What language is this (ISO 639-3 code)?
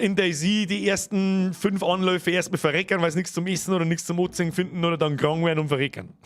bar